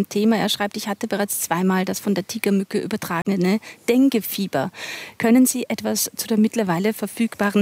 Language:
German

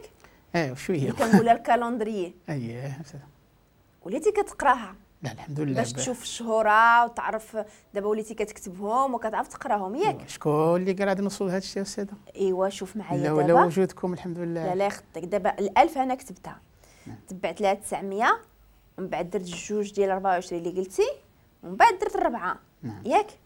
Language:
Moroccan Arabic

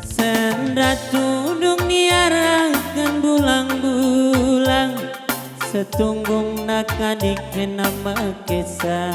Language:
Batak Karo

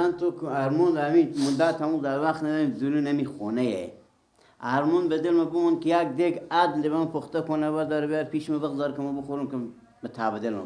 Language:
Persian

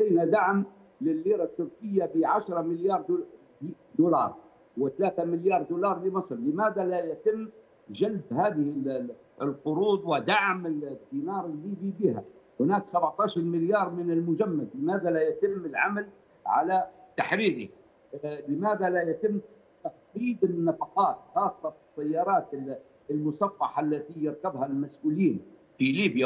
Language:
Arabic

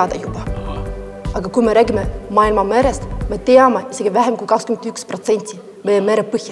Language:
Estonian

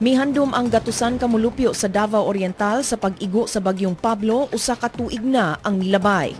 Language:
Cebuano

